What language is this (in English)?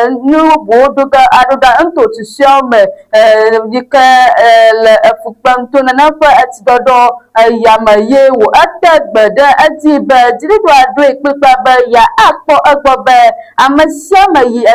Ewe